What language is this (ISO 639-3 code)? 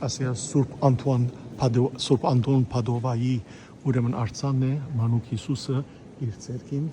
hyw